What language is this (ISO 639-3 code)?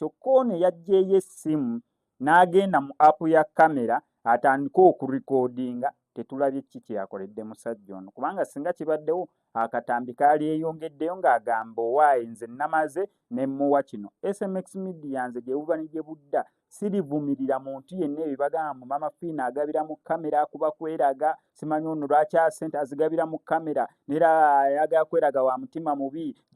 lug